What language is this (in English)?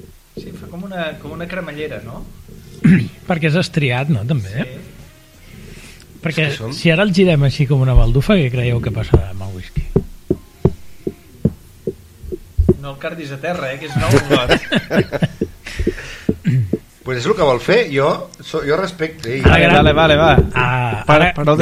Catalan